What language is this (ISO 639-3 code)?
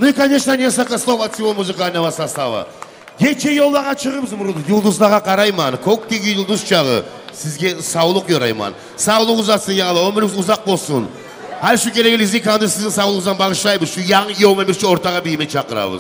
kum